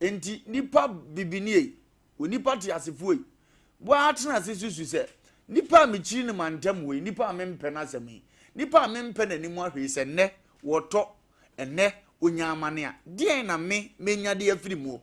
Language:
Akan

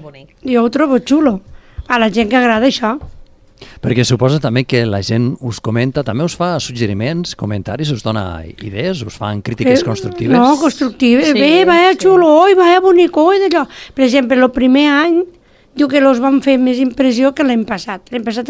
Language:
Catalan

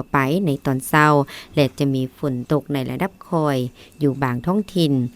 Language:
Lao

